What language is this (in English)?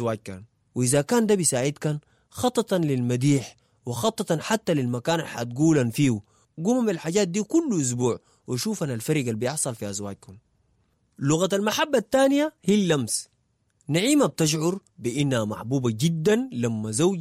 Sudanese Arabic